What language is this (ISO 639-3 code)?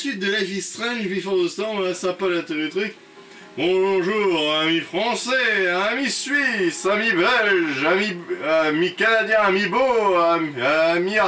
fra